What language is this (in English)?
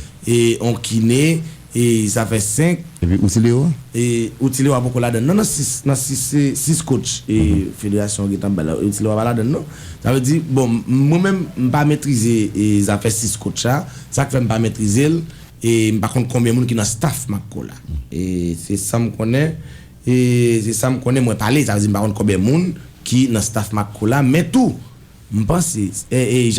Haitian Creole